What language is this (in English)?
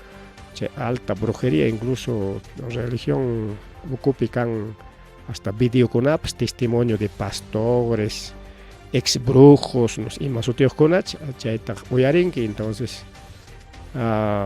Ayacucho Quechua